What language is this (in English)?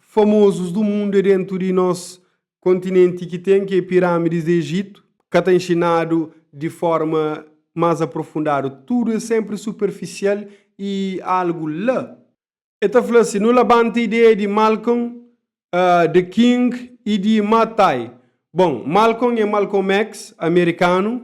Kabuverdianu